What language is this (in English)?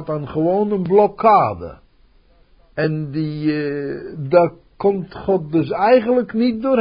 Dutch